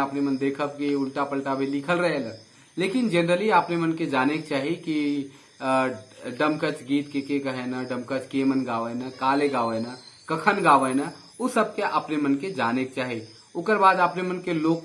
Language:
Sadri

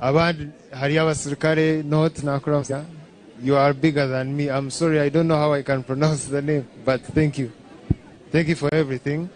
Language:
Nyankole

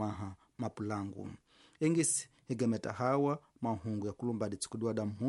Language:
Tsonga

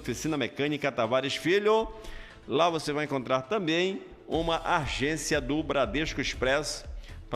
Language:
Portuguese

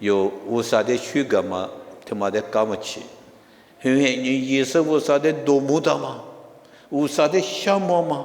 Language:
Lisu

